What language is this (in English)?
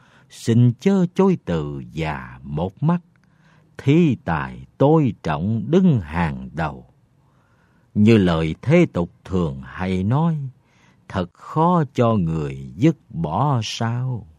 Vietnamese